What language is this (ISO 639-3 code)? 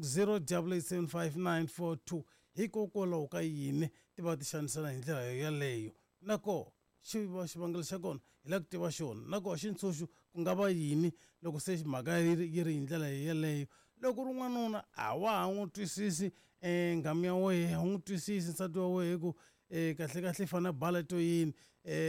tso